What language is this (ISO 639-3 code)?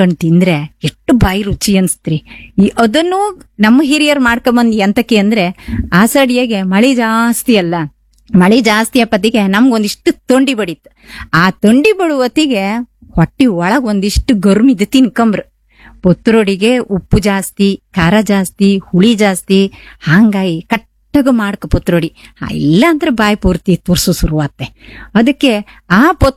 kan